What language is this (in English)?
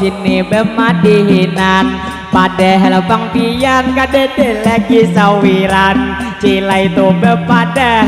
Banjar